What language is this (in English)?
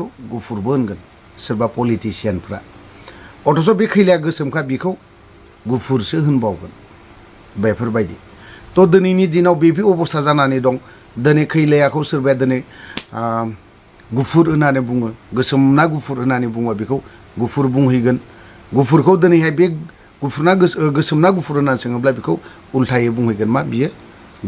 Bodo